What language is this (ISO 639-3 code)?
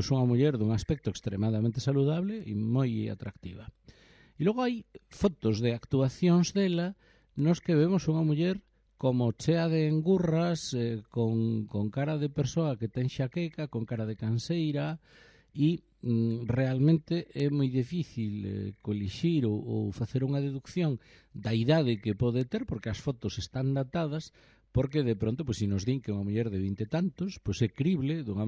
glg